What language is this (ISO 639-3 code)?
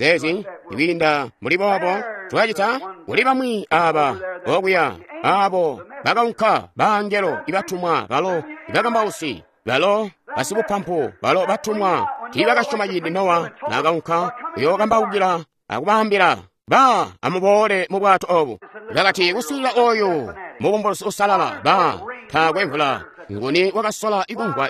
toi